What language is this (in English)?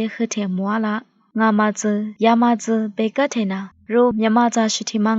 Lisu